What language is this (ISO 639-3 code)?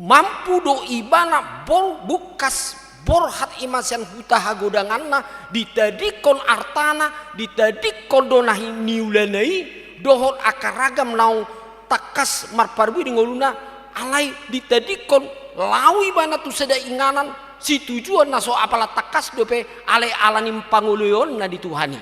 bbc